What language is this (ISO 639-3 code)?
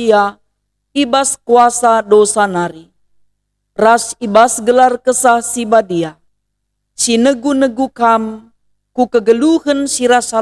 btx